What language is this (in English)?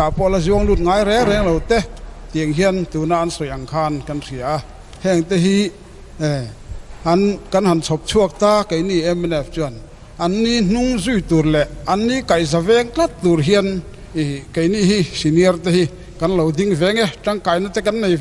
Mizo